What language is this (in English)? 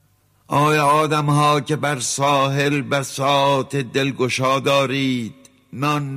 Persian